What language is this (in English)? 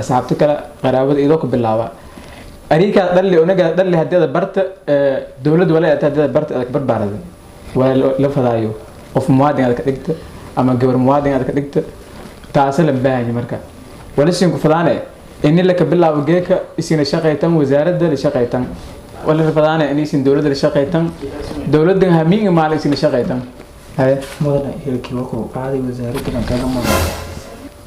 Somali